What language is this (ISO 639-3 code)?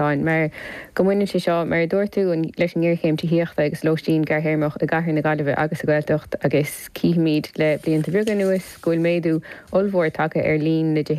gle